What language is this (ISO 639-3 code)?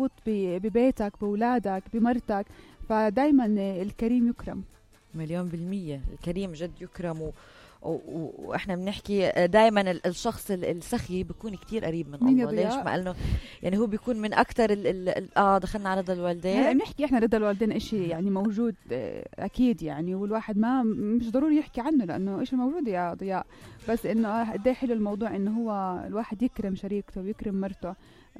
apc